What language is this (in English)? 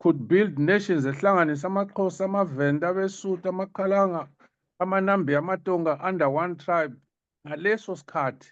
Zulu